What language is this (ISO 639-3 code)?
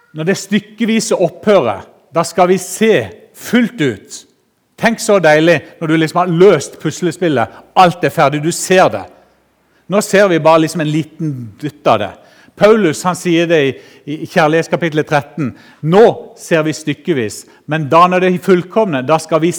nor